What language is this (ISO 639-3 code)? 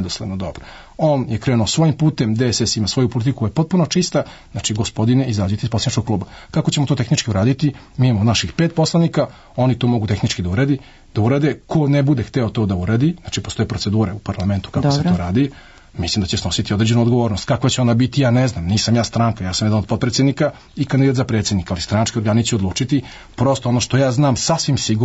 srp